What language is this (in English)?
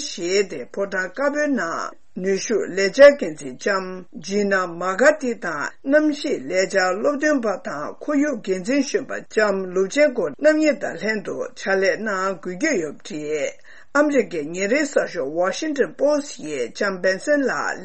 Tibetan